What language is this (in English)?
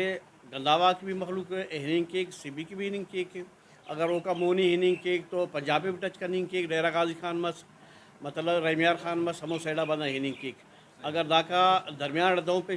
Brahui